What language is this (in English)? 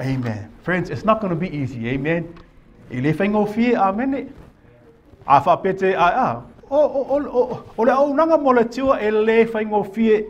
Samoan